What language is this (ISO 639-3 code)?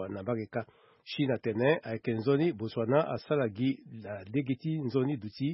sag